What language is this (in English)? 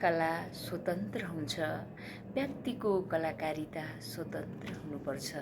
Nepali